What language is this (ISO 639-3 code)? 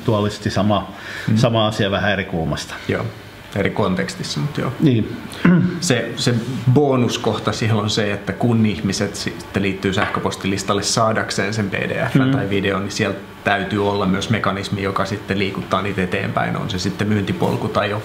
fin